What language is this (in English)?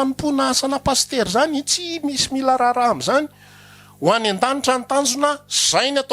Malagasy